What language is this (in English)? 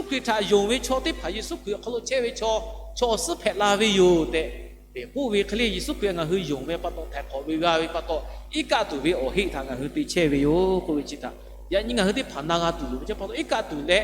Lahu